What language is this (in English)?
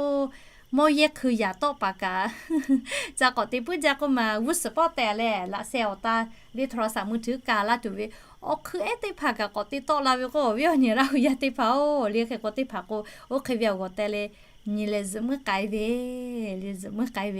Lahu